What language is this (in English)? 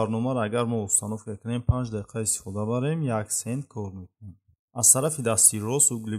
Tajik